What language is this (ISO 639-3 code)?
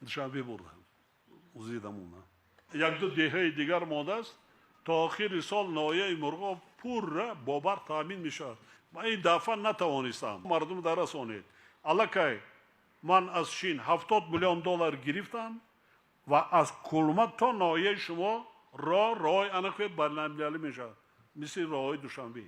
tgk